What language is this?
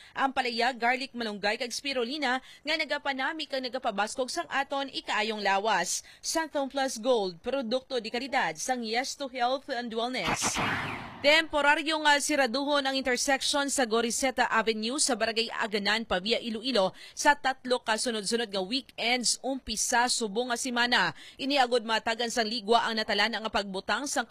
Hiligaynon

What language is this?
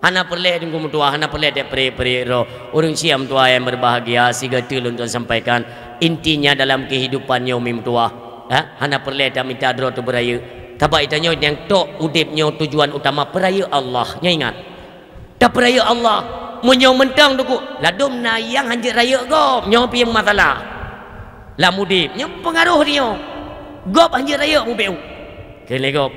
Achinese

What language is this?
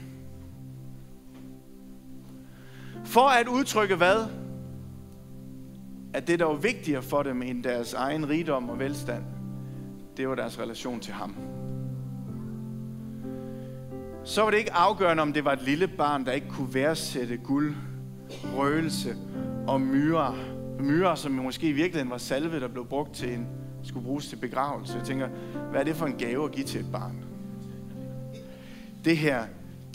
Danish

